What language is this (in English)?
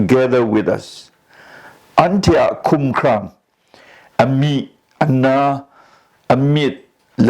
Kachin